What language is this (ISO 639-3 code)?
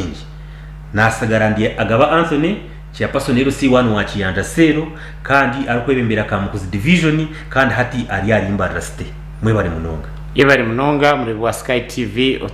nyn